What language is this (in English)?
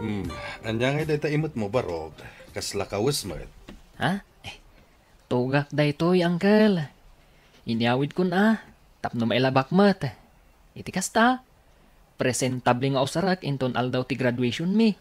Iloko